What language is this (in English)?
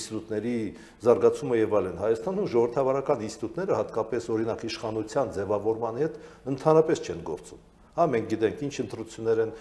Armenian